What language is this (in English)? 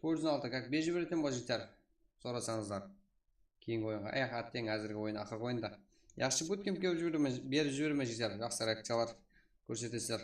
Kara-Kalpak